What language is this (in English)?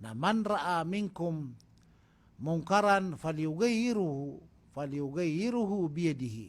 Maranao